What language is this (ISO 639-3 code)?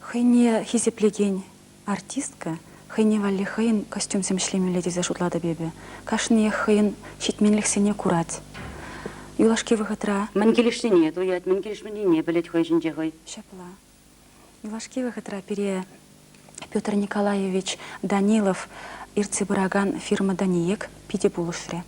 chv